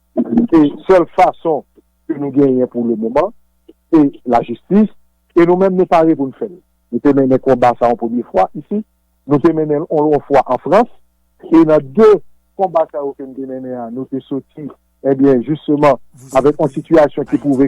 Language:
Haitian Creole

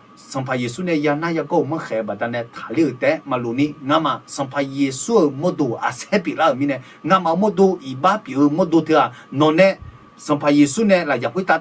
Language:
Akha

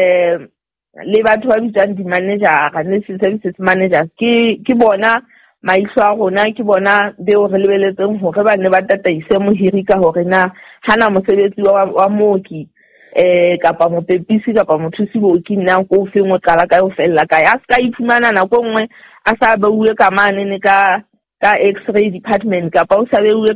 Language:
Southern Sotho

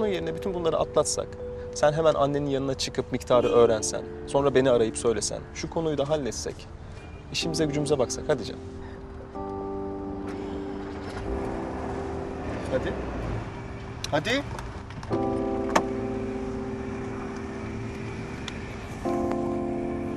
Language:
Turkish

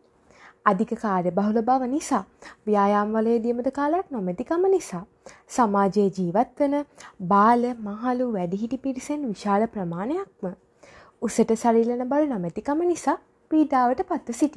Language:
Sinhala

